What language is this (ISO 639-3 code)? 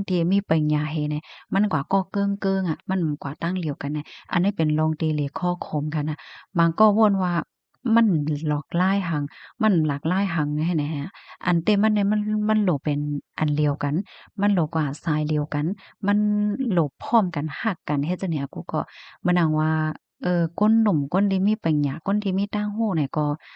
shn